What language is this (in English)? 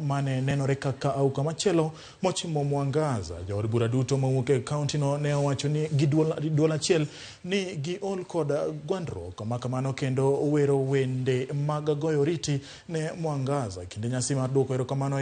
Luo (Kenya and Tanzania)